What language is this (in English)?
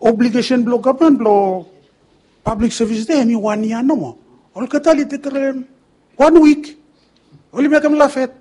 Bislama